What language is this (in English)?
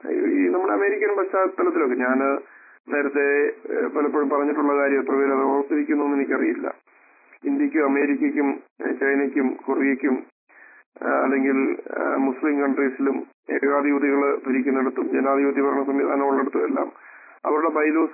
Malayalam